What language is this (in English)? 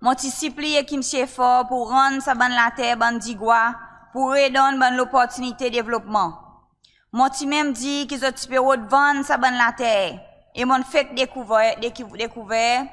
Seselwa Creole French